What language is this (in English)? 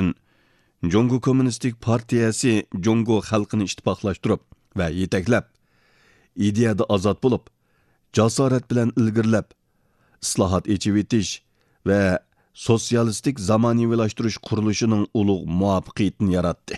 Uyghur